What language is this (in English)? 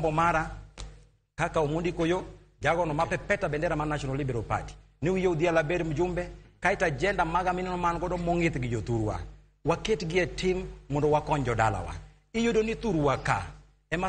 Luo (Kenya and Tanzania)